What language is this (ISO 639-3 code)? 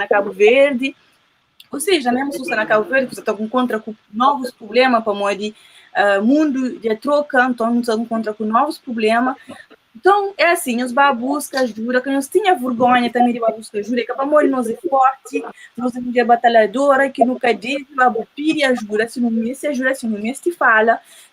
kea